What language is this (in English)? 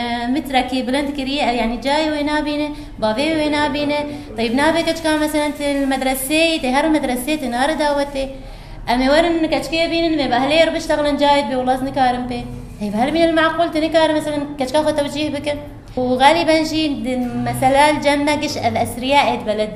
Kurdish